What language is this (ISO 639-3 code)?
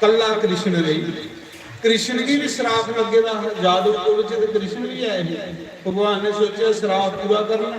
doi